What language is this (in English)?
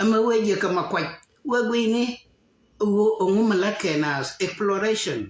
Nuer